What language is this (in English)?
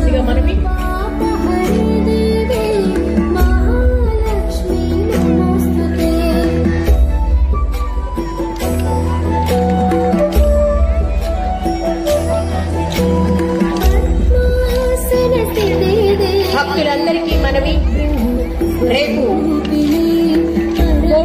Telugu